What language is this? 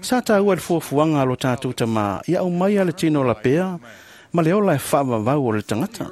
Samoan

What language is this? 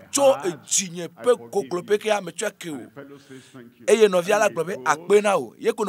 Ewe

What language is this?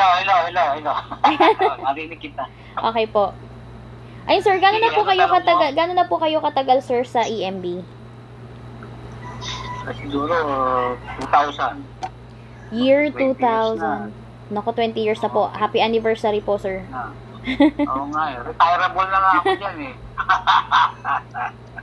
Filipino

